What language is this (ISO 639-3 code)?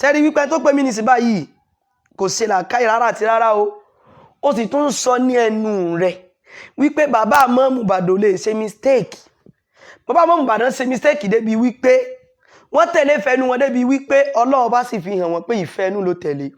yor